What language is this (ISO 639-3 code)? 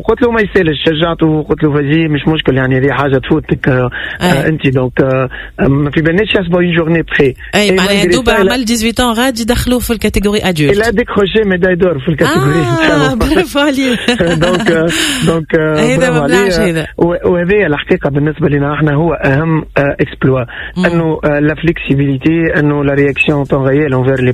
aeb